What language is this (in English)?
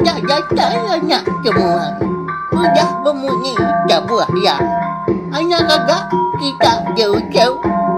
Iban